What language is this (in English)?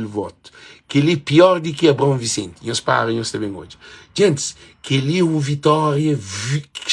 Kabuverdianu